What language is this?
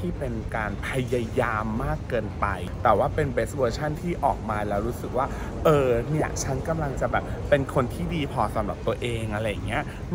Thai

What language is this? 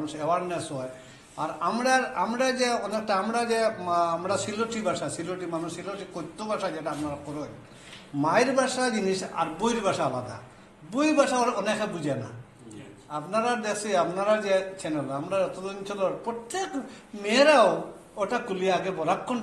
Sylheti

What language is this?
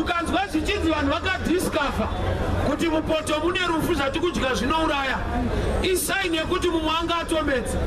Shona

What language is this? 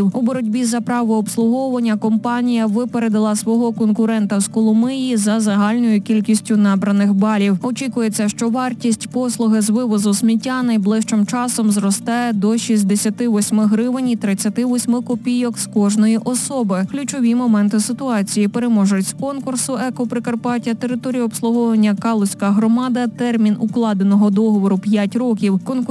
Ukrainian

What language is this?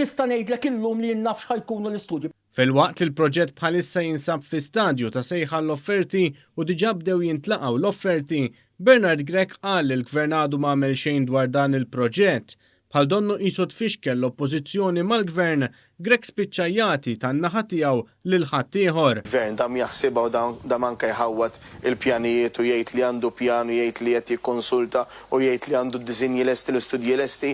Maltese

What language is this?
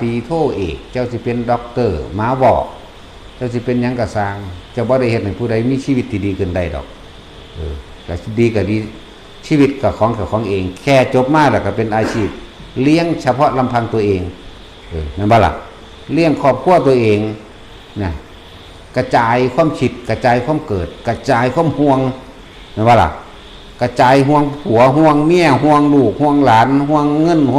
Lao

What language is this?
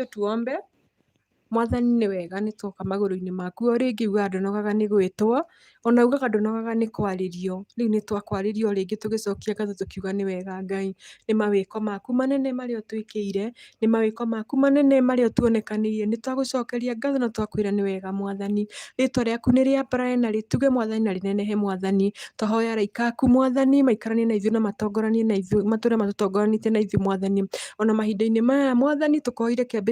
Kikuyu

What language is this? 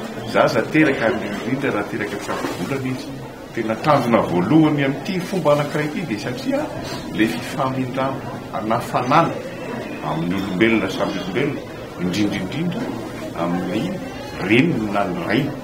Malagasy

